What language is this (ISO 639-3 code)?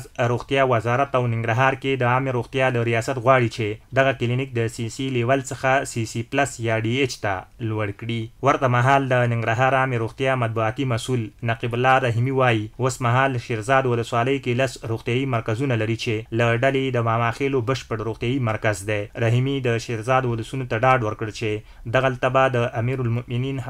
pus